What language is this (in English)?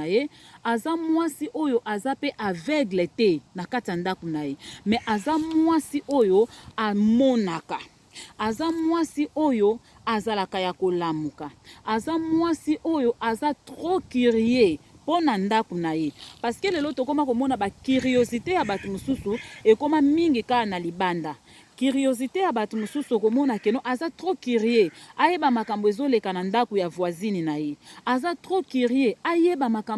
Lingala